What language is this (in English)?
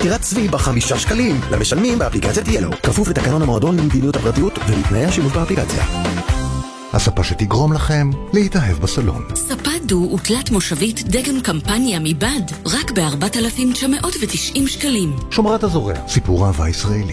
Hebrew